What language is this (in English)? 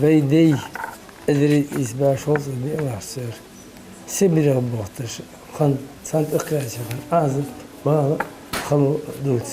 Ingush